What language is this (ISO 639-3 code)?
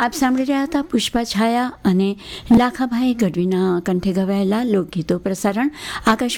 guj